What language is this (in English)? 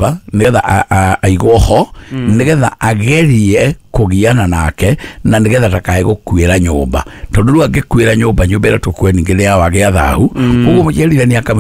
Kikuyu